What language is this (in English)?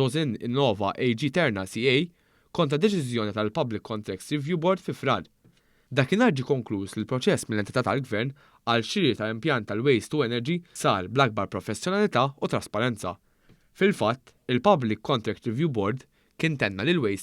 Maltese